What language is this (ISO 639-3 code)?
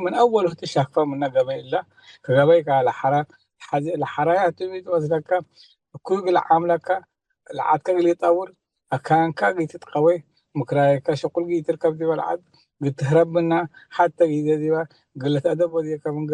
tig